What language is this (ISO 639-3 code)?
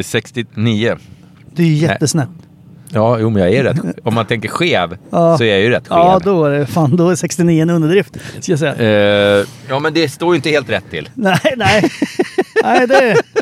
swe